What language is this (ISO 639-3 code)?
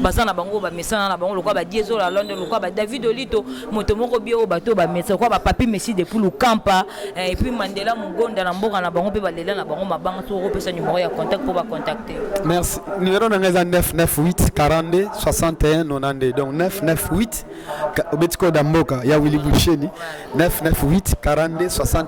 lin